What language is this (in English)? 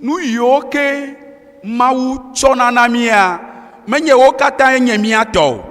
Ewe